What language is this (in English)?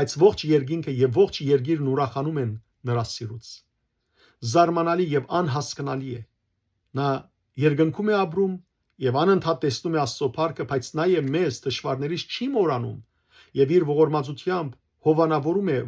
Western Armenian